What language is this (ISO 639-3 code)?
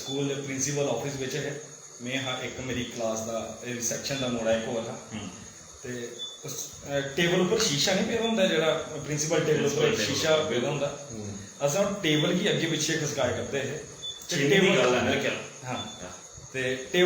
doi